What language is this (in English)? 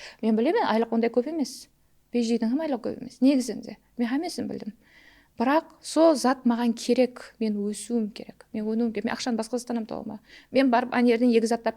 Kara-Kalpak